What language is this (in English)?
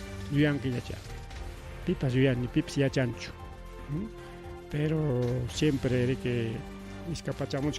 Ayacucho Quechua